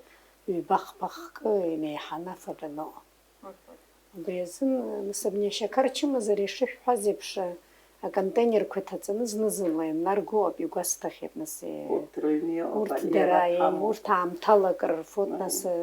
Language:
Abkhazian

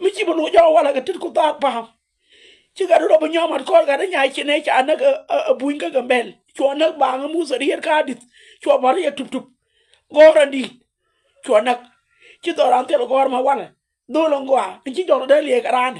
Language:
Nuer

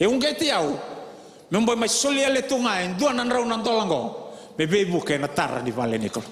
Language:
Fijian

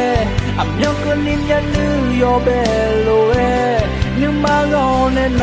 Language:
Akha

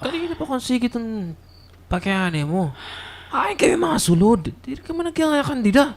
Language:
Waray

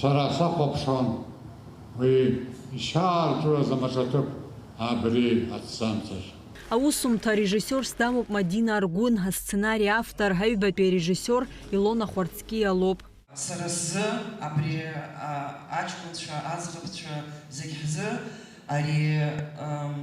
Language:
Abkhazian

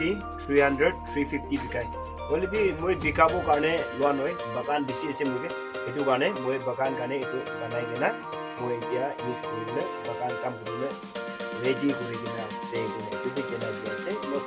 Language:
Naga Pidgin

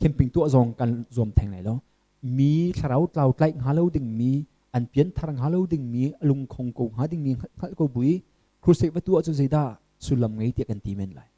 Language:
Hakha Chin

